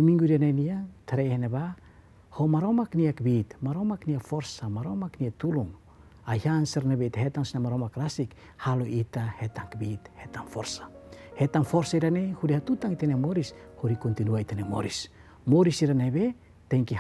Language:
Tetum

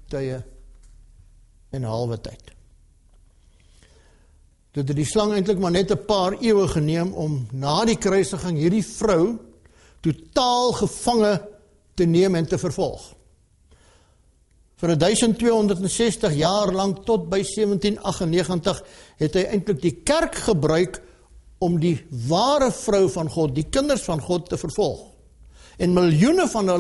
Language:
Afrikaans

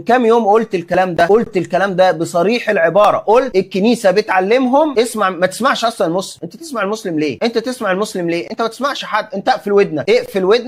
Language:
Egyptian Arabic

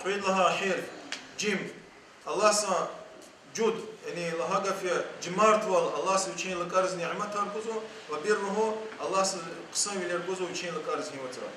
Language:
Lezghian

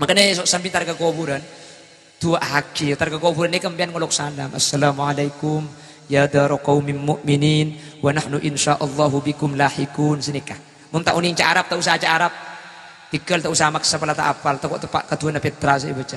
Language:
Madurese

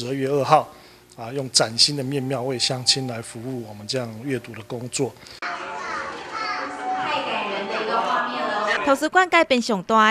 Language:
Chinese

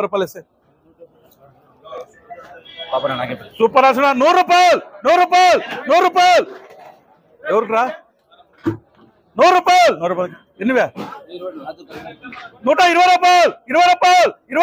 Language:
Telugu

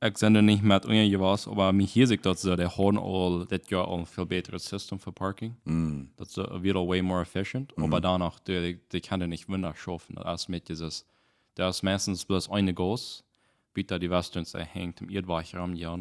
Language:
Plautdietsch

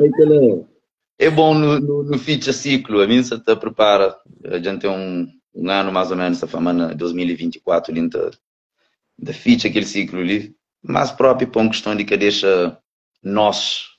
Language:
Kabuverdianu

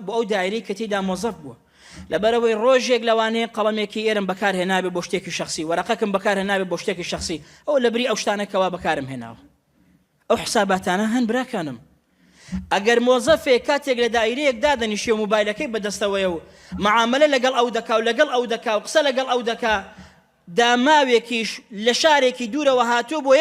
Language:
Central Kurdish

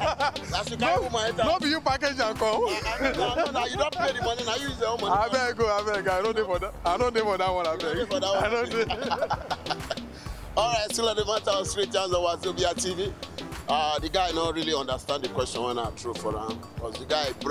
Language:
Nigerian Pidgin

